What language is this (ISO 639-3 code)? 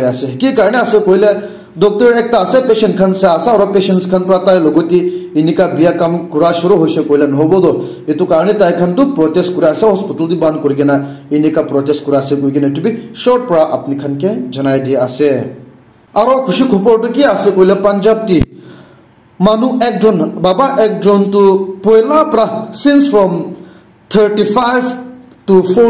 nag